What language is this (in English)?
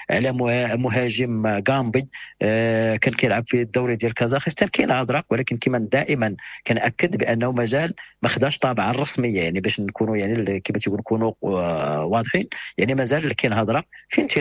Moroccan Arabic